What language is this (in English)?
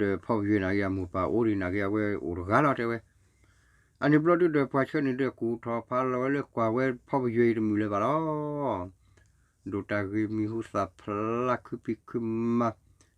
S'gaw Karen